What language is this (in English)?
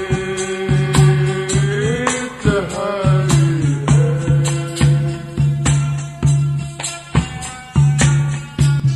Haryanvi